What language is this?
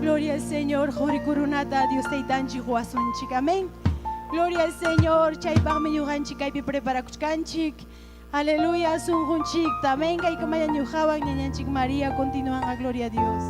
Ayacucho Quechua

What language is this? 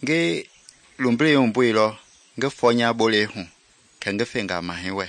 Mende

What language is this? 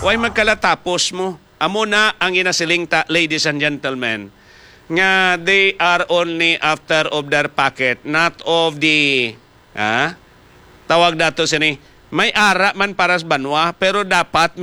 Hiligaynon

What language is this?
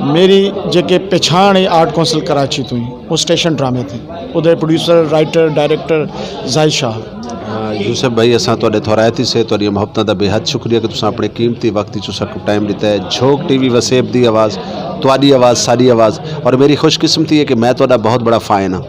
Saraiki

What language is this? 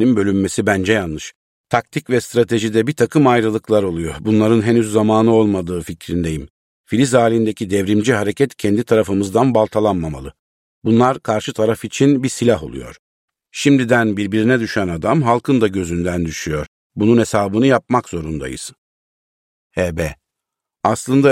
Turkish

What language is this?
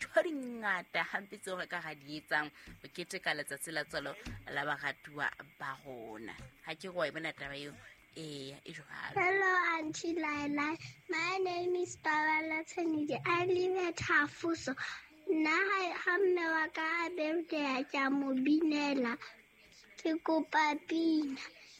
Southern Sotho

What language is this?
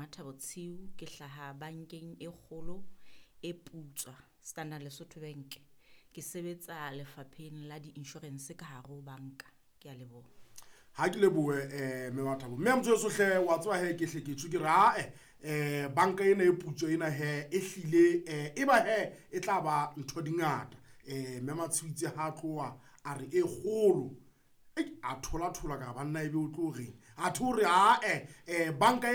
Southern Sotho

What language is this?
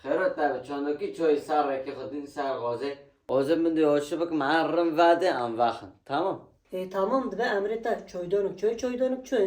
Kurdish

